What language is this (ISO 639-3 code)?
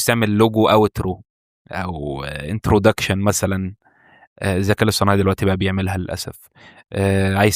arz